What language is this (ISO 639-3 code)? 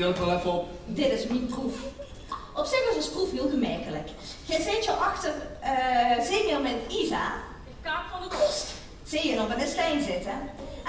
lim